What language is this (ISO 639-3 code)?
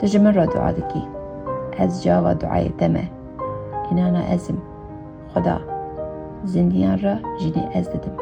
kur